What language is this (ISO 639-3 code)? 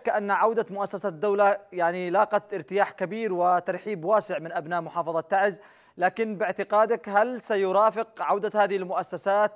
ara